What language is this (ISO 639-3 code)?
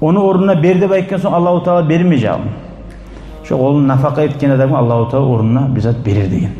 kum